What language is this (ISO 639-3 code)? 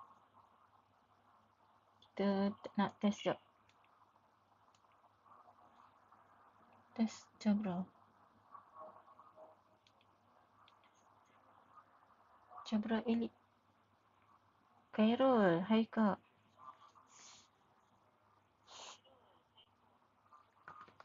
msa